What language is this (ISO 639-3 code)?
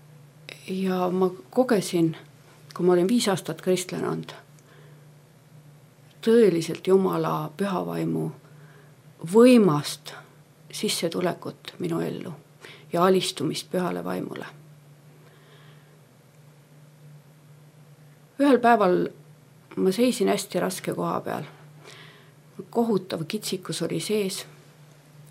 est